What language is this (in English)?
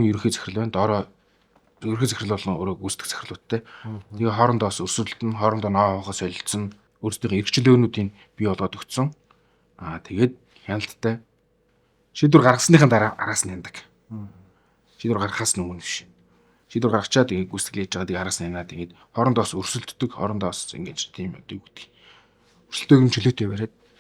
Mongolian